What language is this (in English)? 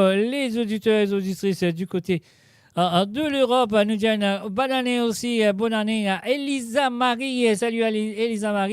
Morisyen